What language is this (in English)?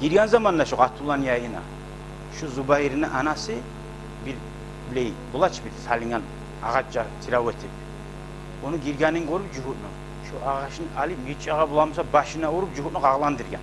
Kumyk